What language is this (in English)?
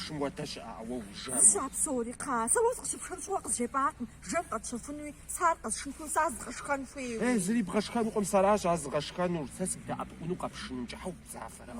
Kabardian